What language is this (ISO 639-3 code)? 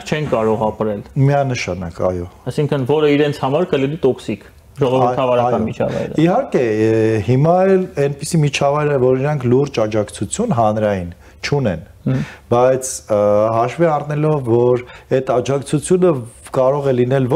hye